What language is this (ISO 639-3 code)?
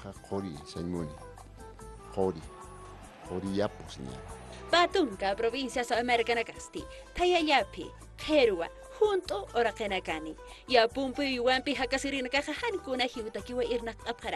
aym